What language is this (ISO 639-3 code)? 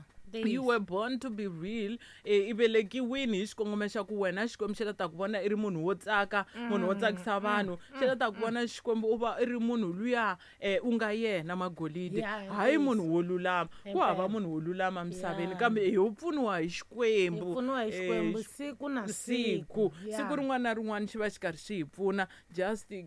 tso